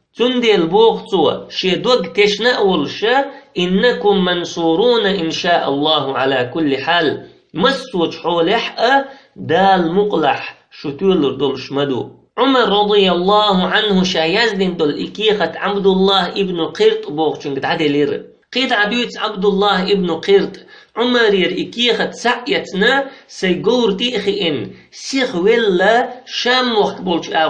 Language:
Chechen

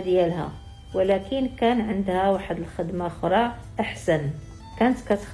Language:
Moroccan Arabic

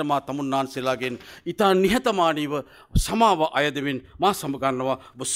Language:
Sinhala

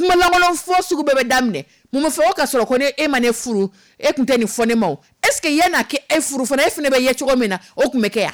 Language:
Dyula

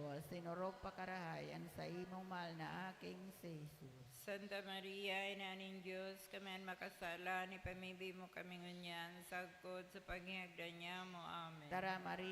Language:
Bikol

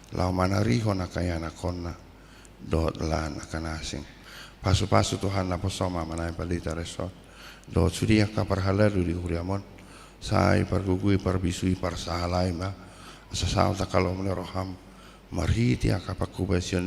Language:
Batak Toba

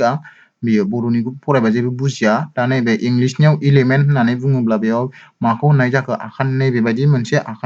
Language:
Bodo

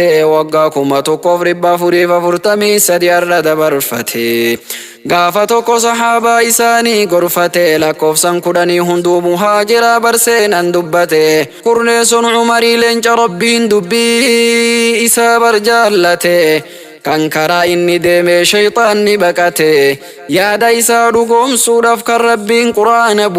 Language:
Oromo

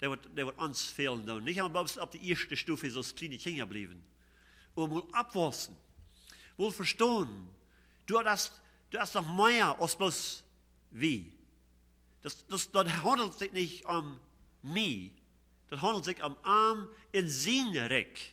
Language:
Plautdietsch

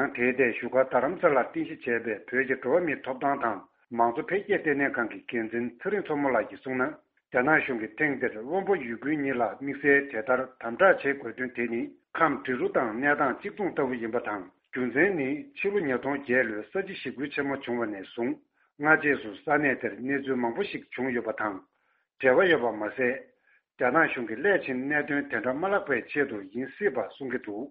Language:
Tibetan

